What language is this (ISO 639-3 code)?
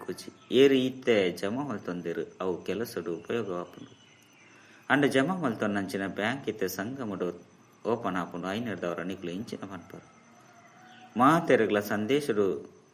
tcy